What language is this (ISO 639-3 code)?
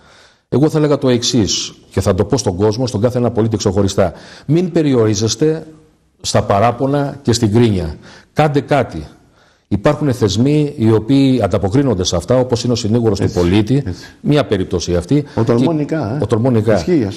ell